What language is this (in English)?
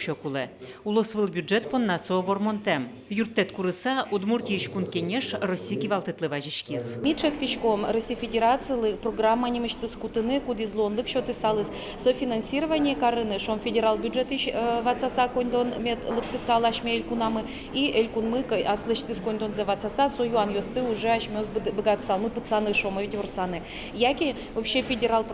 Udmurt